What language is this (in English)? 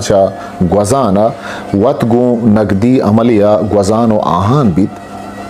Eastern Balochi